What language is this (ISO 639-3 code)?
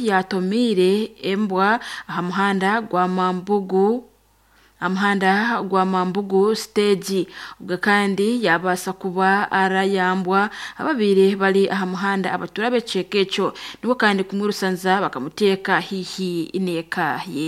nyn